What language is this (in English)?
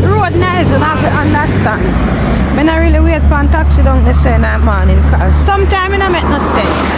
Jamaican Creole English